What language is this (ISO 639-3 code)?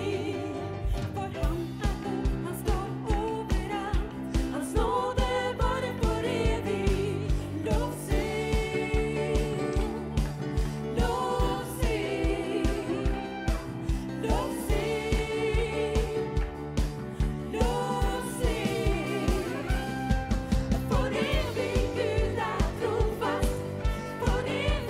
nor